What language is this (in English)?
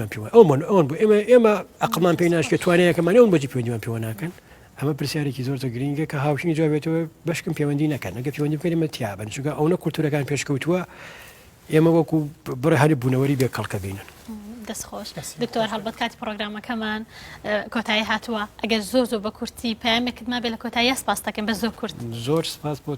Central Kurdish